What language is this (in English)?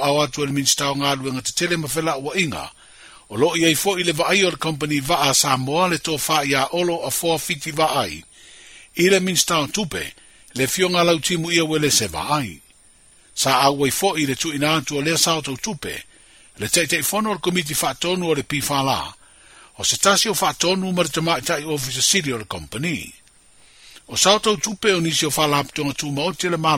Samoan